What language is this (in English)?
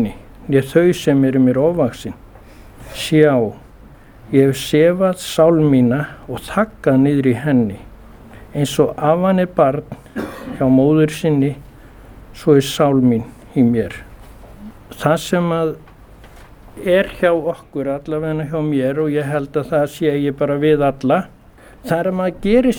Icelandic